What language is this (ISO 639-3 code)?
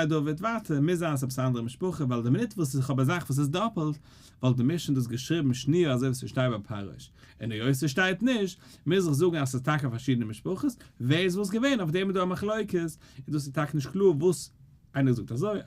yid